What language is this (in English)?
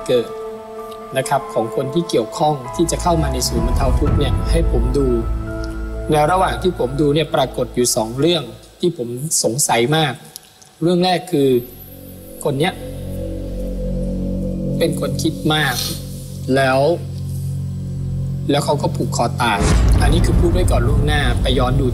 Thai